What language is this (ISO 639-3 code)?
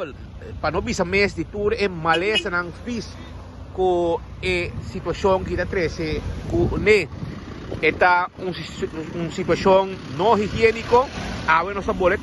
pap